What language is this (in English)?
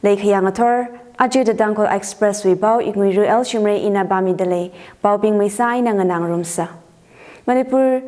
Tangkhul Naga (India)